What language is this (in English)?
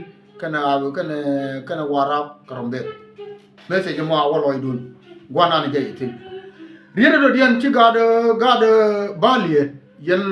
Nuer